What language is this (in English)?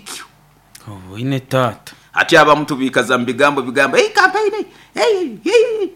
Nyoro